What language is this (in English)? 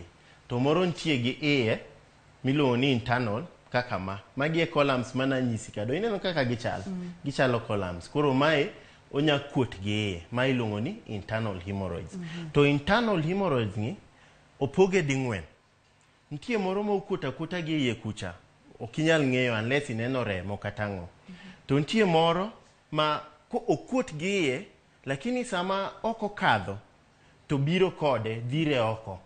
Luo (Kenya and Tanzania)